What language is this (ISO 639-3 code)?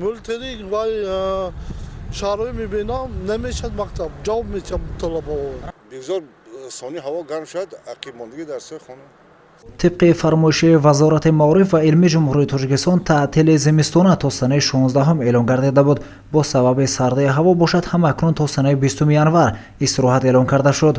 tgk